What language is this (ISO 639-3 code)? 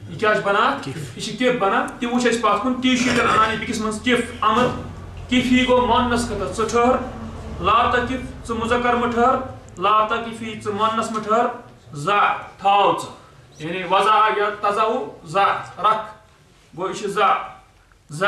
kas